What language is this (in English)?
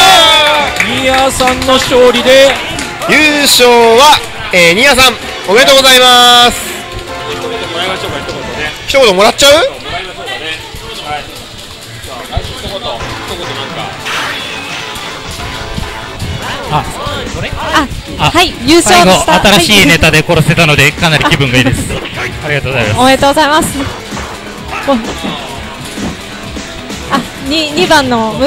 Japanese